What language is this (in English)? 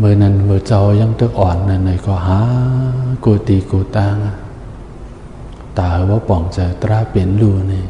Shan